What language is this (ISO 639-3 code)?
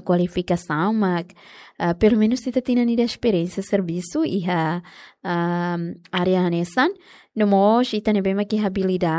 tet